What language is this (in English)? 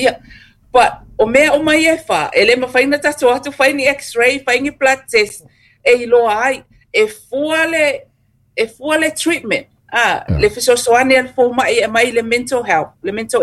Samoan